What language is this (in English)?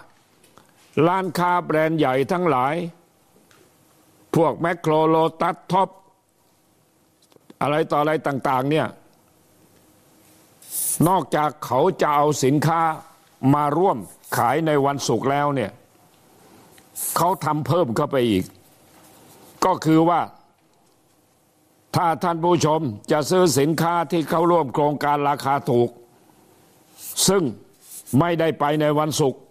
Thai